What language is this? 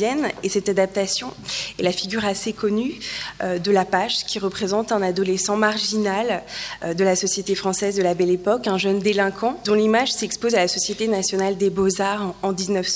French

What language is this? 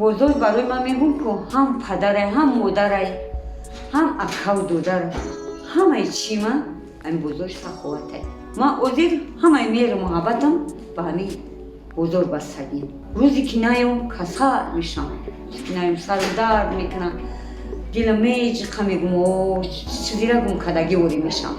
Tajik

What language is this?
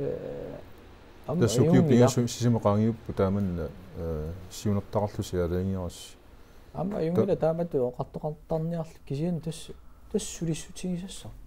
Kalaallisut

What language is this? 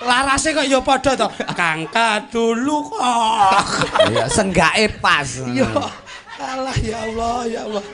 Javanese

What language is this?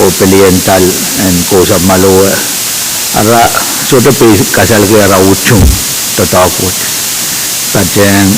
Pohnpeian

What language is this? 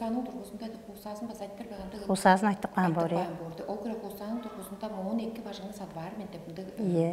Tuvinian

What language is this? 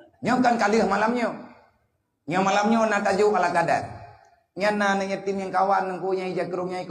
Achinese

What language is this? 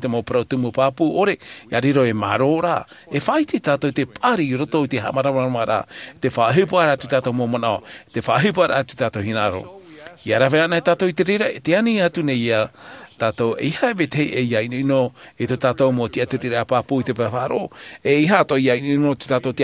Tahitian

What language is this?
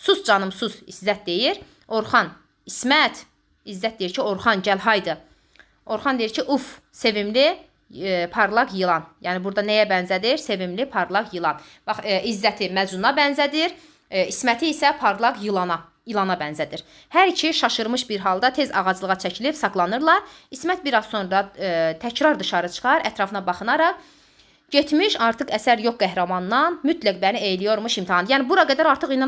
Azerbaijani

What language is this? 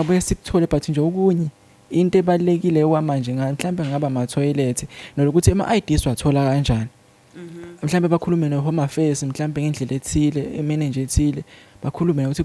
Zulu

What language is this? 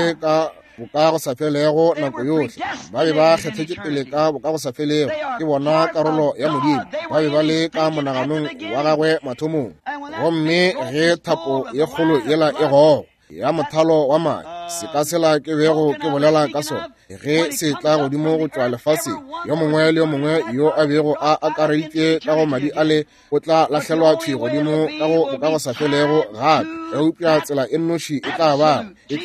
Northern Sotho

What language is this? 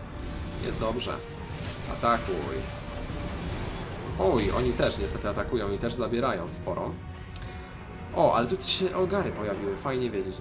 Polish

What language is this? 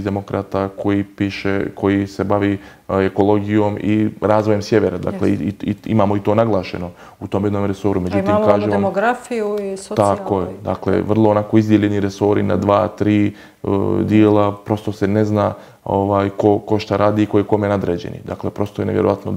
Bosnian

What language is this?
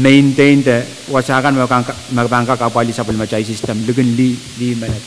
Pohnpeian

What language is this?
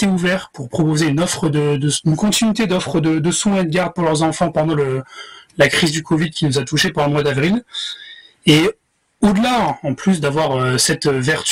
French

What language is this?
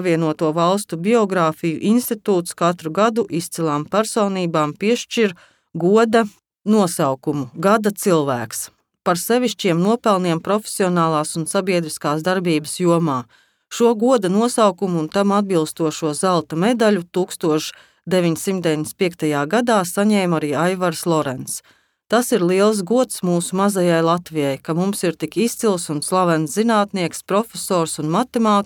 Latvian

